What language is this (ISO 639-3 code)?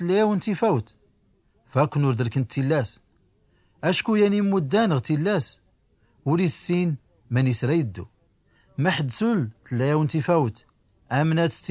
shi